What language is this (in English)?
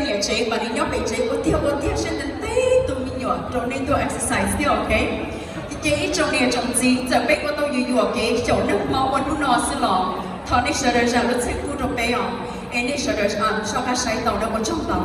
Hmong